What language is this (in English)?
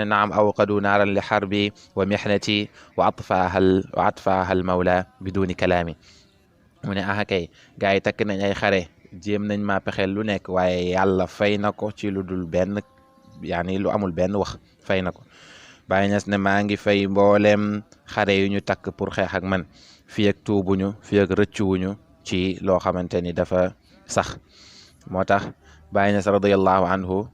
Wolof